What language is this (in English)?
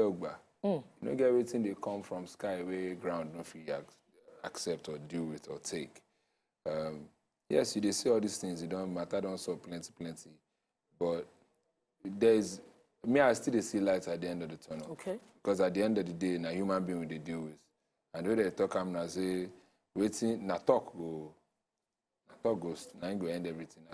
Nigerian Pidgin